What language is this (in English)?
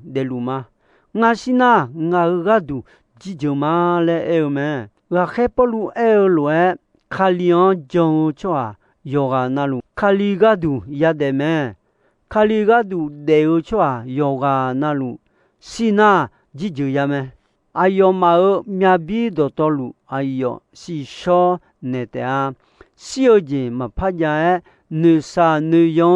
Akha